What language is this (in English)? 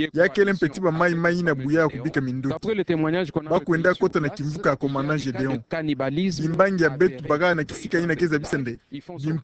Kituba (Democratic Republic of Congo)